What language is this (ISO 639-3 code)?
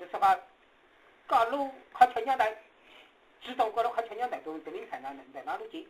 hmn